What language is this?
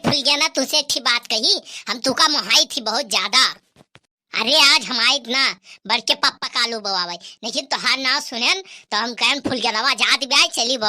Awadhi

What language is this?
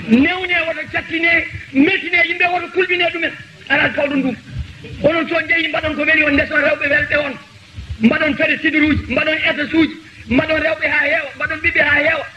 Fula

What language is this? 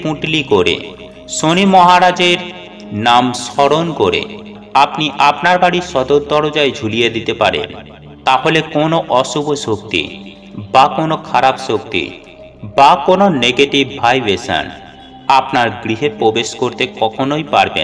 Bangla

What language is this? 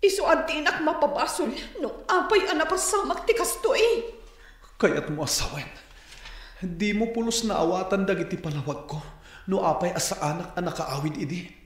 Iloko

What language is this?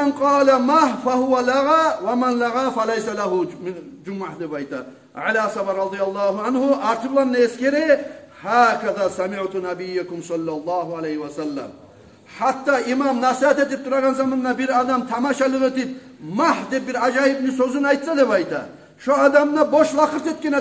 Kumyk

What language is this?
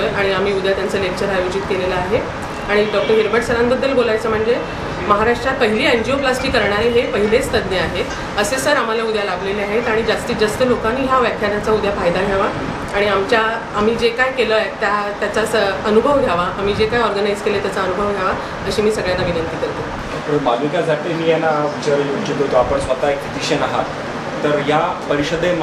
Marathi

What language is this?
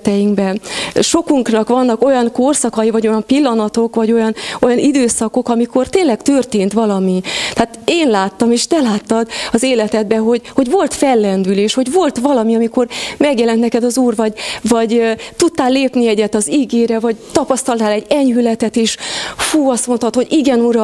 Hungarian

